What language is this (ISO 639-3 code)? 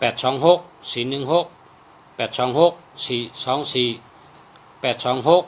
shn